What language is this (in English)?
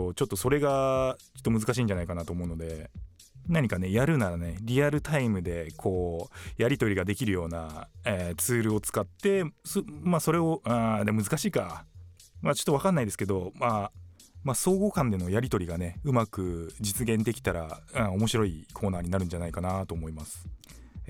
Japanese